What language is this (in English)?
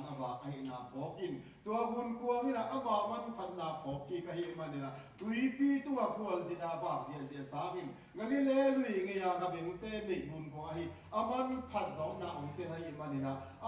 Tedim Chin